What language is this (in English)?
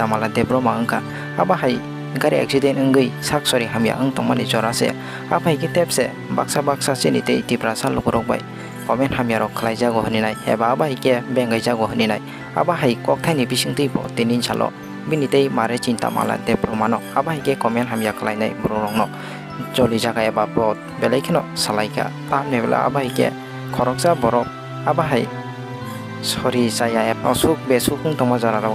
Kok Borok